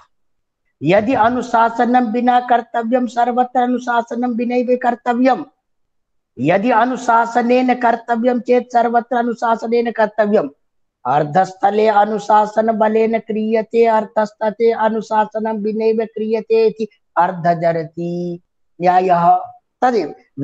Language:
Sanskrit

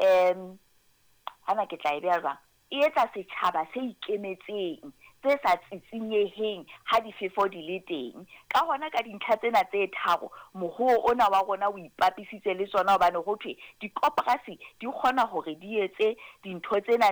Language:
Southern Sotho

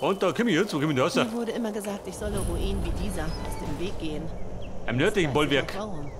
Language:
Bavarian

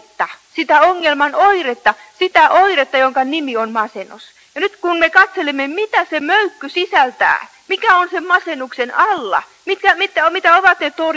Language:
Finnish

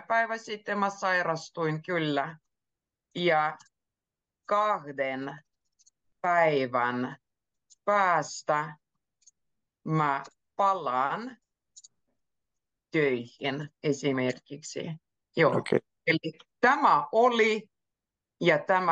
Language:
Finnish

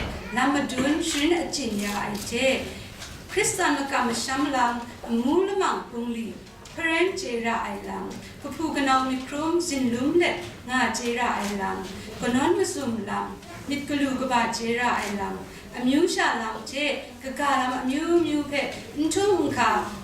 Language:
Kachin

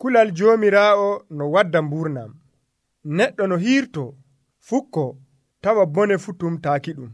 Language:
Nigerian Fulfulde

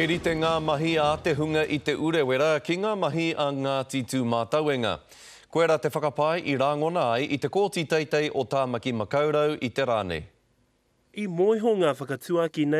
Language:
Māori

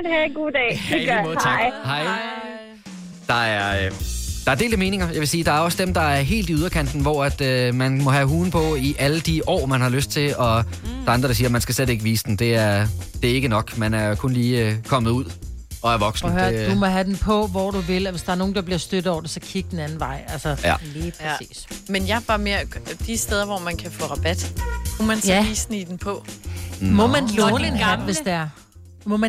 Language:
Danish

